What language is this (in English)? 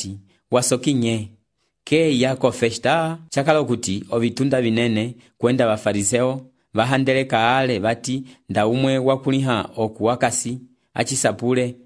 Umbundu